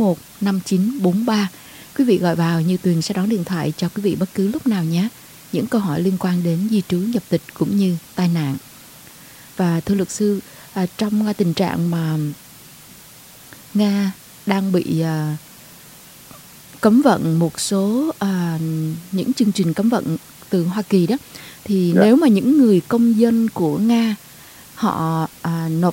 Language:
Vietnamese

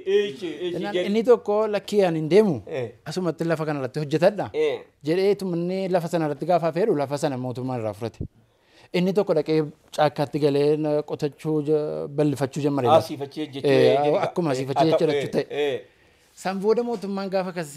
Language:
Oromo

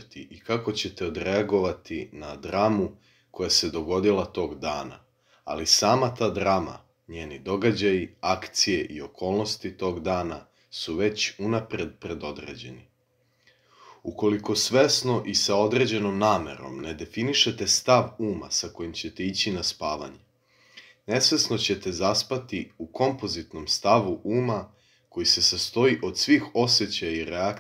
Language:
Serbian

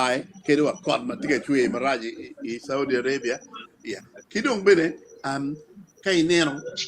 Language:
Acoli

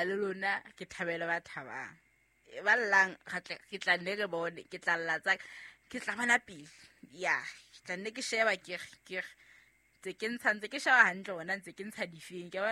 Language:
Southern Sotho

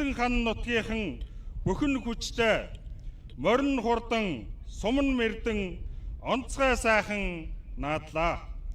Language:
Mongolian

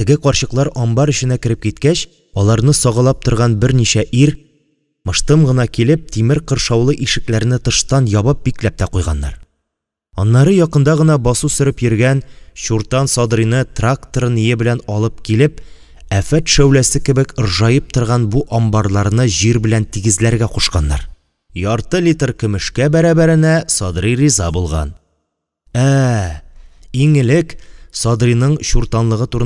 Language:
Tatar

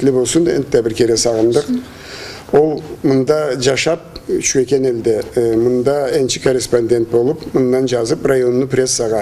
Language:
Karachay-Balkar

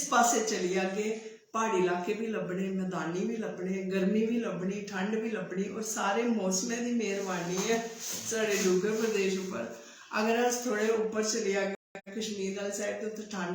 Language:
Dogri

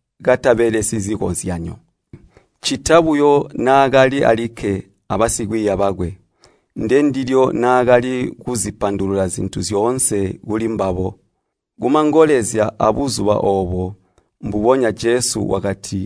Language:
Tonga (Zambia)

